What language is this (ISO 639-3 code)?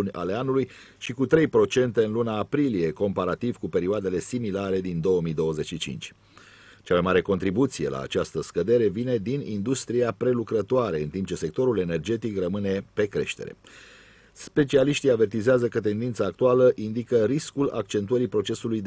ron